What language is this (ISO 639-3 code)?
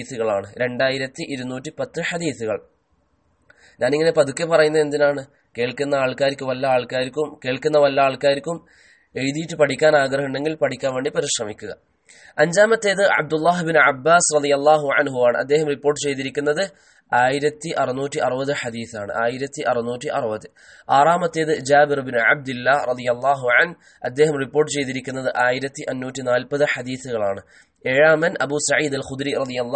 mal